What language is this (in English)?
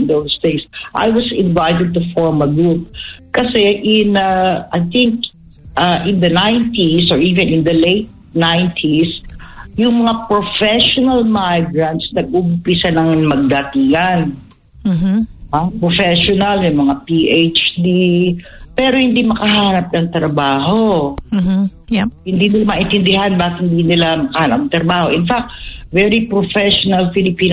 Filipino